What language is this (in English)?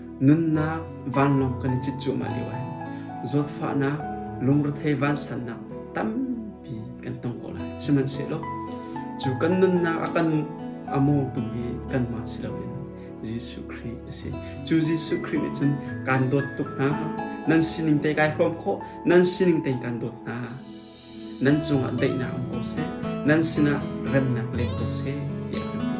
Hakha Chin